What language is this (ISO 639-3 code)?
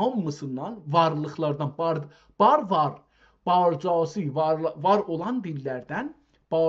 azb